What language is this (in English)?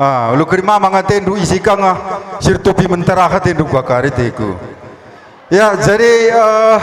Batak Karo